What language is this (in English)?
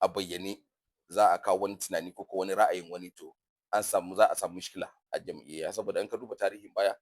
Hausa